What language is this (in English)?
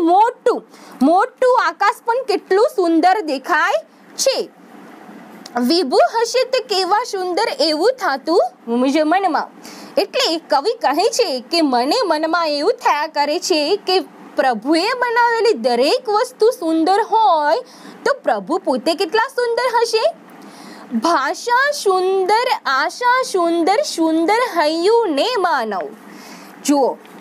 Gujarati